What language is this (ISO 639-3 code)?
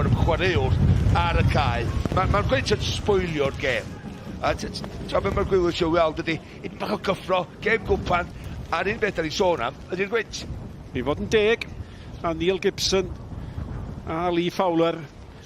cym